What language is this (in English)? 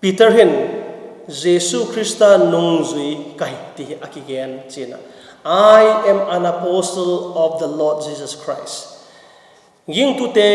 Vaiphei